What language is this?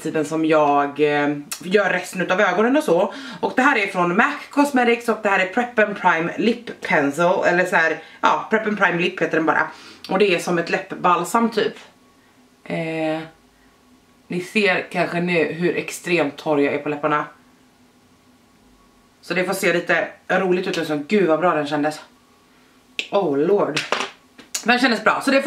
Swedish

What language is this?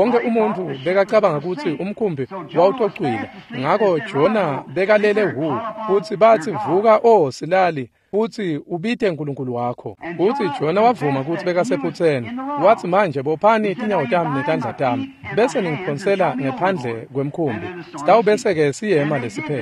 Swati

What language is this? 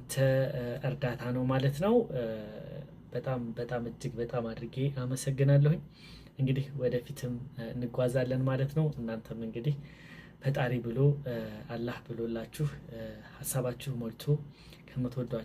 Amharic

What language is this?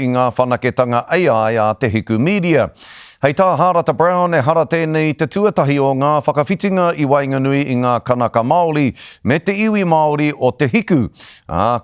Māori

